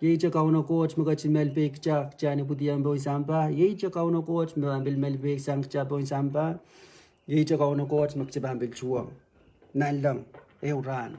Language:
Pohnpeian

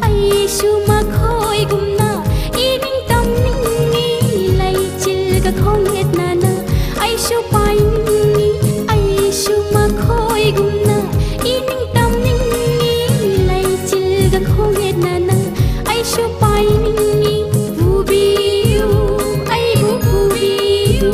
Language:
Manipuri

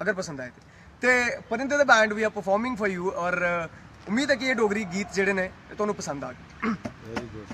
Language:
Dogri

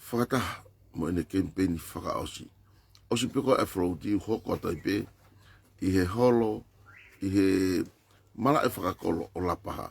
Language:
Tongan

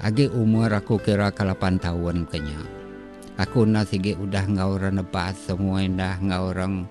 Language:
Iban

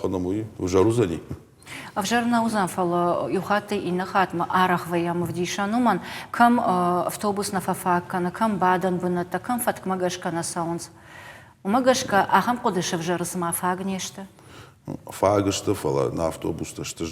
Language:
Ossetic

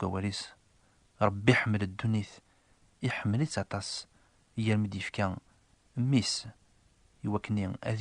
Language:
Kabyle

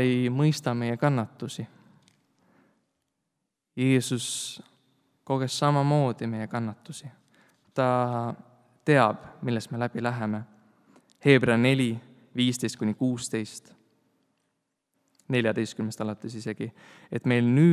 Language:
Estonian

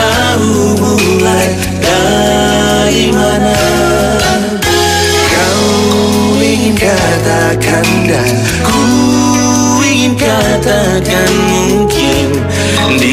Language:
Indonesian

